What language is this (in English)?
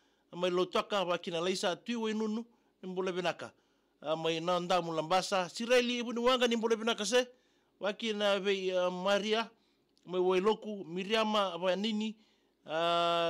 Fijian